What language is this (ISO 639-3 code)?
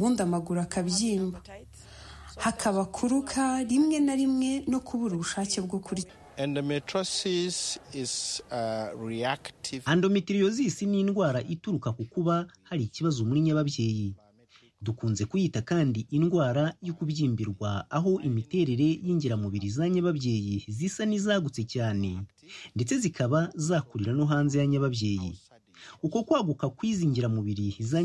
kin